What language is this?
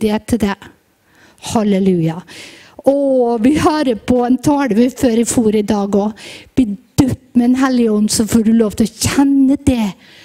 Norwegian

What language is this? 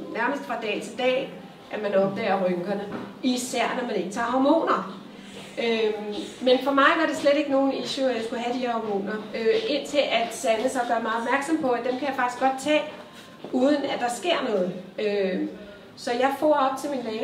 Danish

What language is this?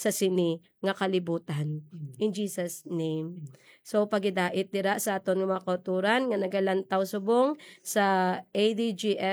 Hiligaynon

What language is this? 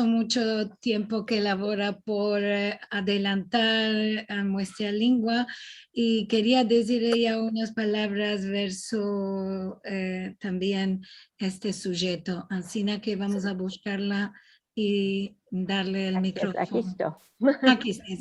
Ladino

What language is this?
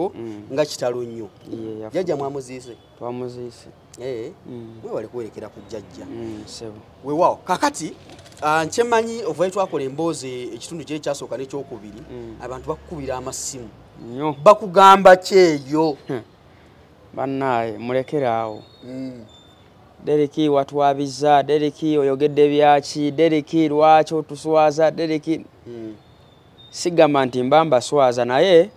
Ganda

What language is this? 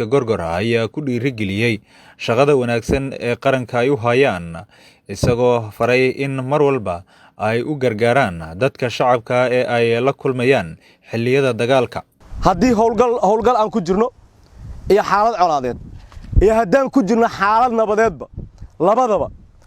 Somali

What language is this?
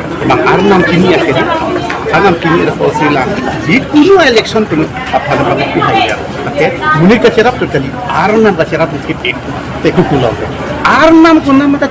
Karbi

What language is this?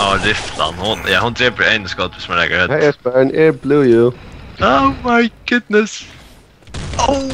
Faroese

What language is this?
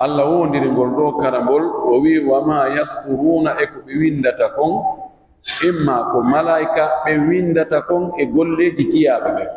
Pular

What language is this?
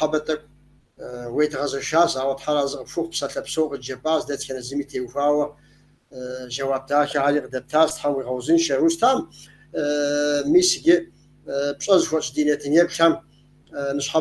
Kabardian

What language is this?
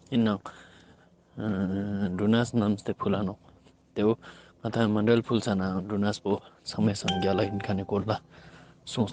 Ladakhi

